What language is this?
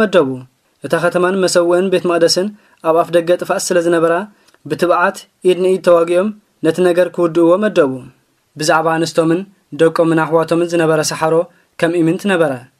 Tigrinya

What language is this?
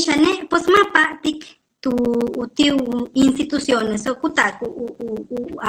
Yucateco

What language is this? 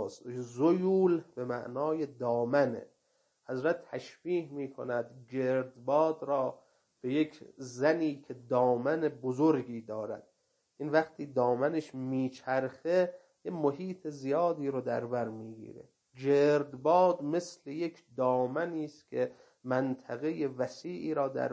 Persian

